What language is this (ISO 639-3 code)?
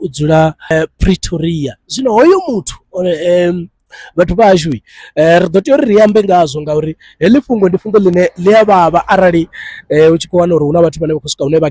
ven